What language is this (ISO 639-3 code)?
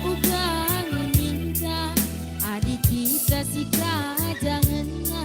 btx